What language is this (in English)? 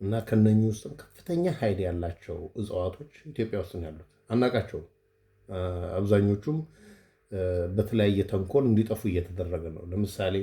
Amharic